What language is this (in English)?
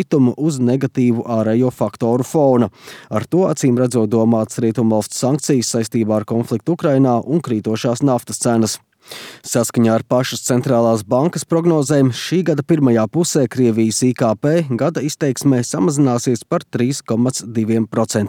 Latvian